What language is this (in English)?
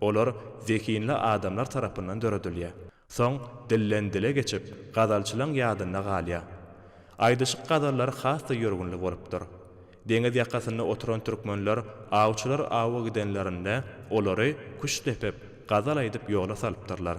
Turkmen